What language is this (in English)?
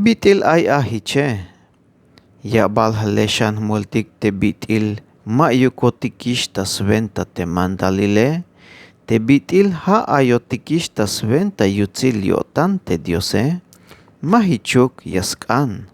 Tzeltal